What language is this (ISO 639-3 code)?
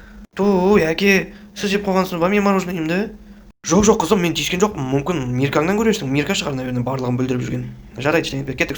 kaz